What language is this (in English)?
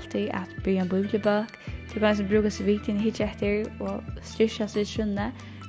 Faroese